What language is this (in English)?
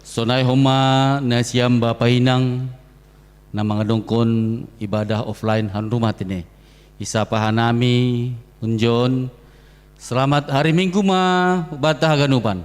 Batak Simalungun